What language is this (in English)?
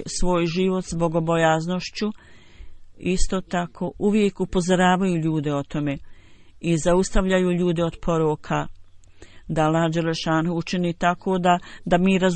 Bosnian